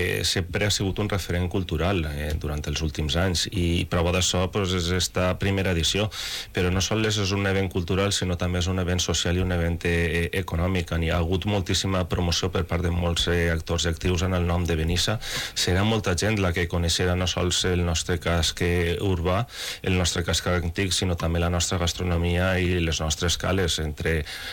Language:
Catalan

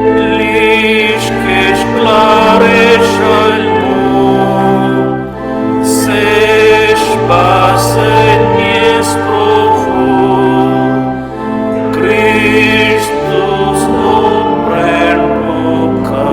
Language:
Romansh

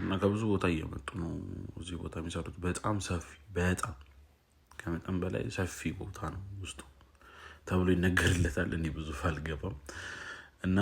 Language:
Amharic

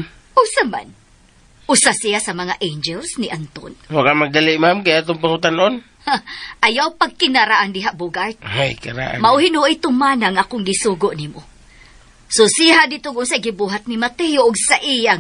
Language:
Cebuano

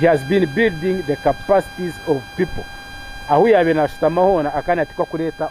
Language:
Nyankole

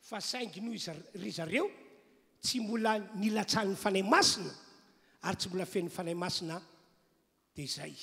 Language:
Malagasy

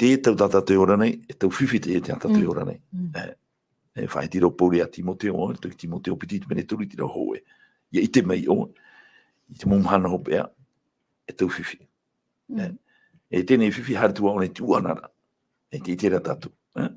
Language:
Tahitian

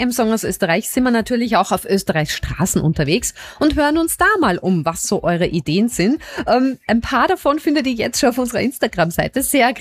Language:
German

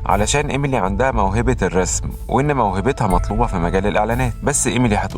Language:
Egyptian Arabic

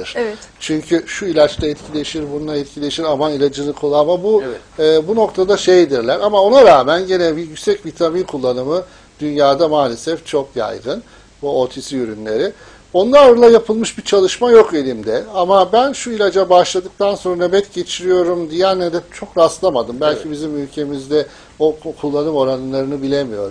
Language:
Turkish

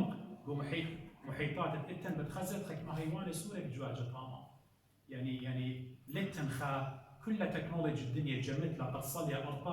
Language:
Assyrian Neo-Aramaic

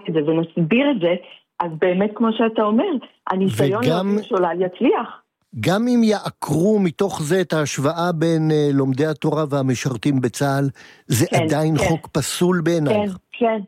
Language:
Hebrew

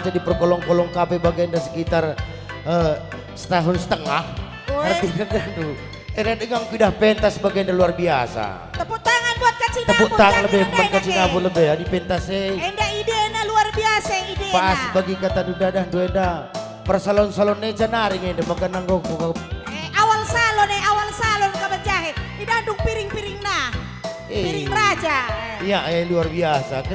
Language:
Batak Karo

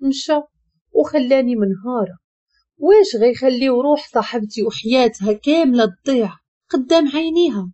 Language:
Moroccan Arabic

